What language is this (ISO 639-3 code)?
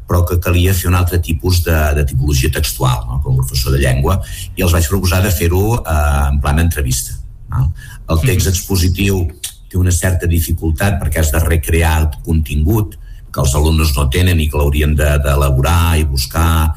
cat